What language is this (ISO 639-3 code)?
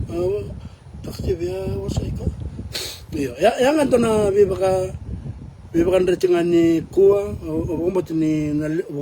fij